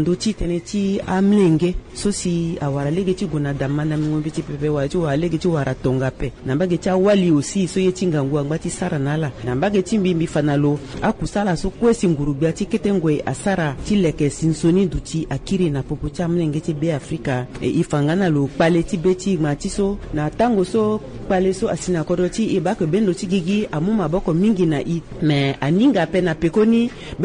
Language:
Sango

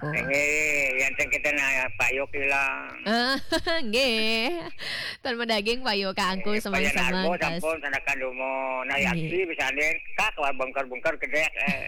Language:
Balinese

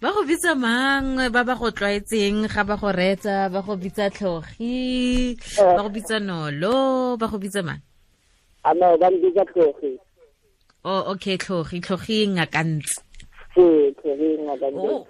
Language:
Tswana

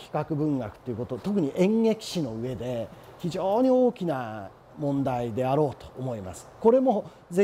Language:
Japanese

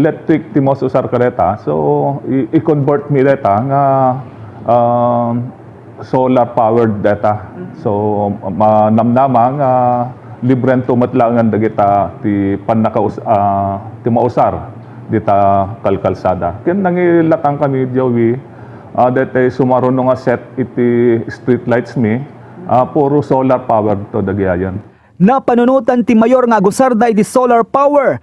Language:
Iloko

